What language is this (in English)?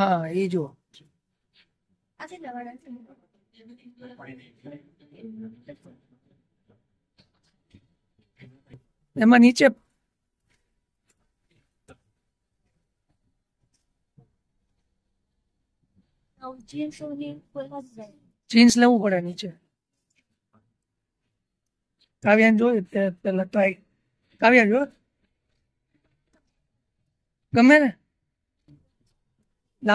Gujarati